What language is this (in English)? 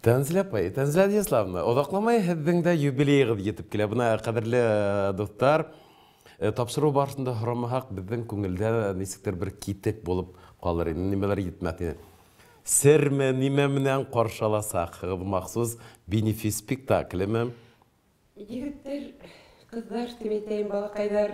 Bashkir